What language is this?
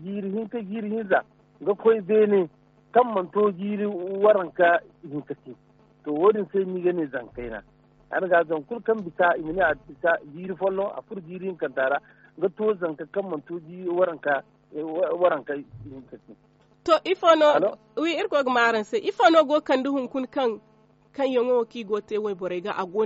Zarma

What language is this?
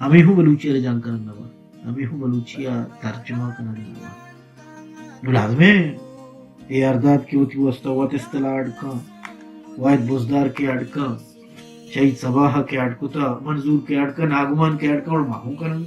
Baluchi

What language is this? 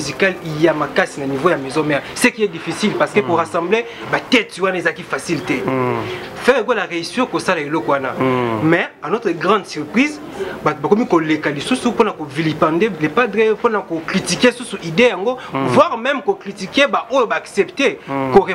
Lingala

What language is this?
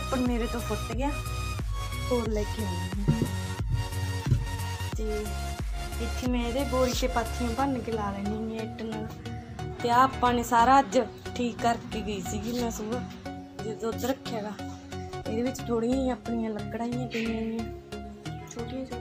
Punjabi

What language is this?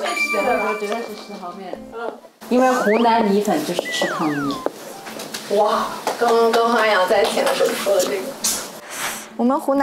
Chinese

